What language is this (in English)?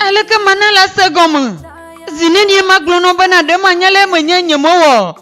Ewe